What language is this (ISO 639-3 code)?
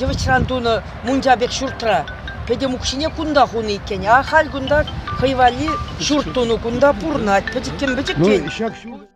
chv